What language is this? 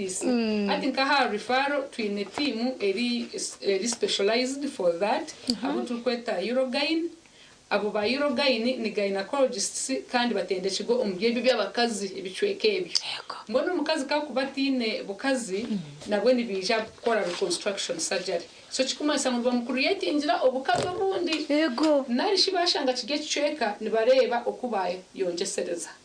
Nyankole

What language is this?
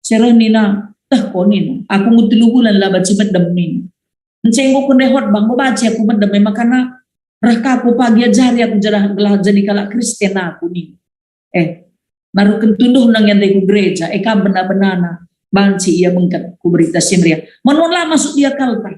Batak Karo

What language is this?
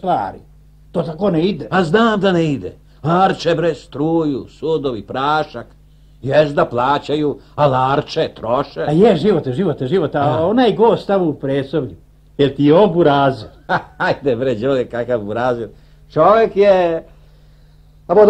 Serbian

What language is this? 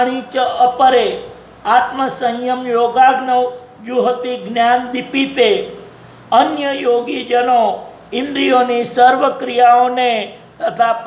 Gujarati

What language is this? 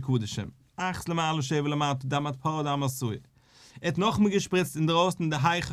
Yiddish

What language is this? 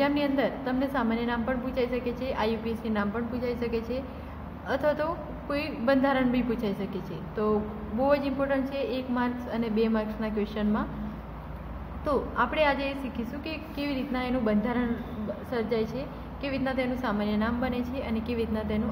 Gujarati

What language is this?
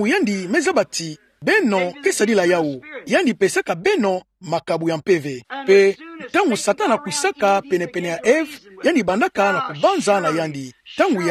Kituba (Democratic Republic of Congo)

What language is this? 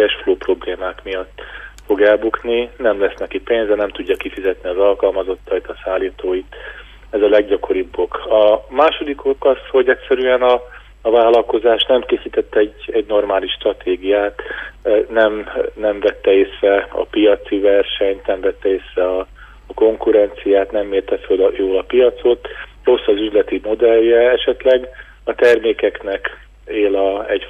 Hungarian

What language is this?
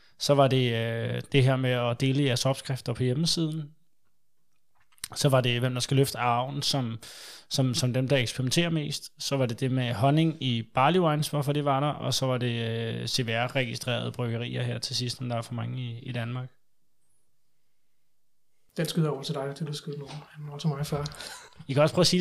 Danish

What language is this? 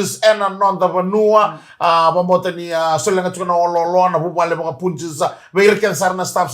Fijian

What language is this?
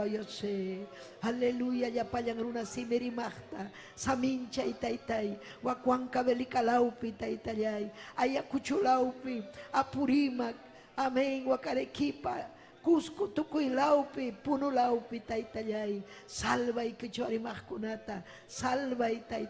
Ayacucho Quechua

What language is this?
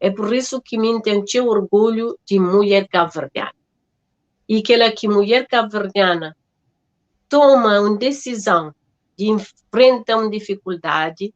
Kabuverdianu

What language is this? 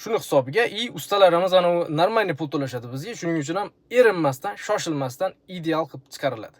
Uzbek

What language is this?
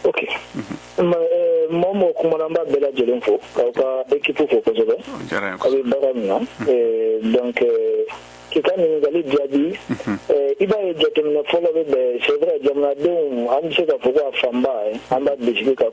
Bambara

